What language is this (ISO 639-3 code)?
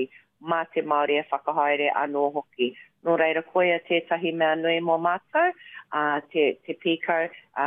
mri